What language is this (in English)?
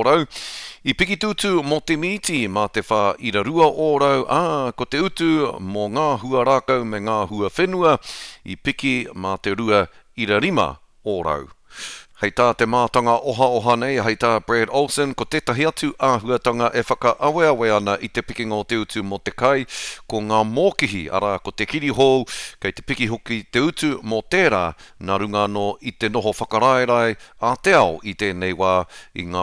Māori